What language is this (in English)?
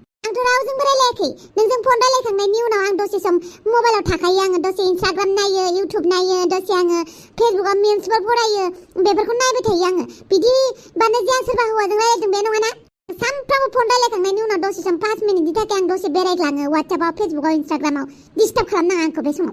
Bodo